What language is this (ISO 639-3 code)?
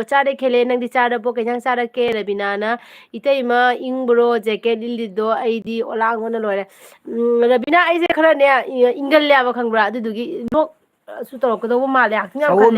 mni